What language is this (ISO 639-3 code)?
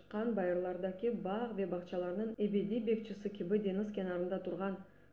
crh